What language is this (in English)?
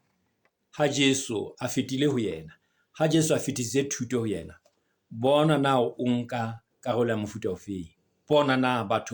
Southern Sotho